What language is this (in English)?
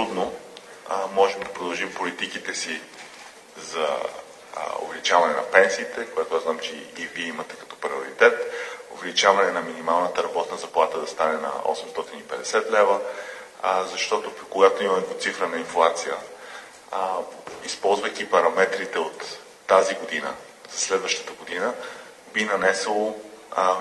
Bulgarian